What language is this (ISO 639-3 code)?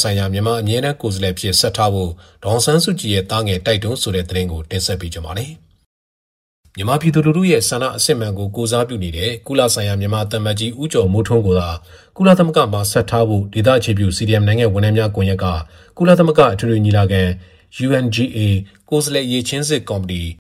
mya